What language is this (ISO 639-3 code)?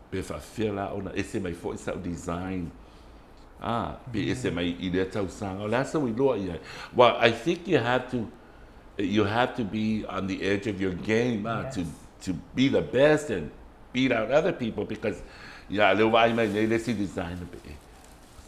smo